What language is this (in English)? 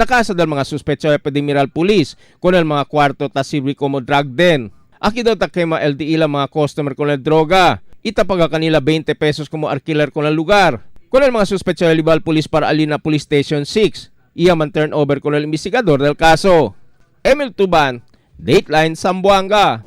Chavacano